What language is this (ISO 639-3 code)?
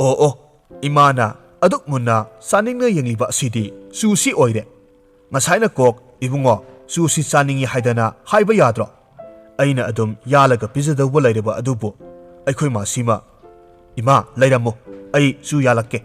mni